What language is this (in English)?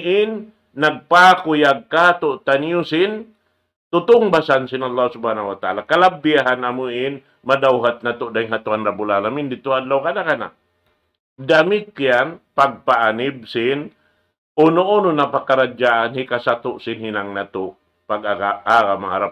Tausug